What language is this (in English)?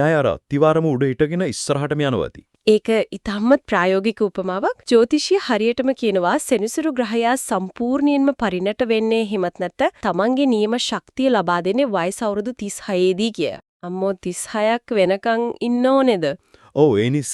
Sinhala